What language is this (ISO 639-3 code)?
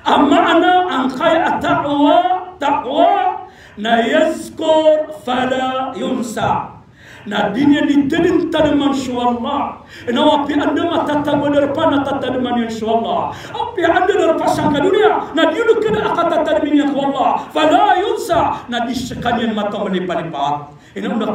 mrw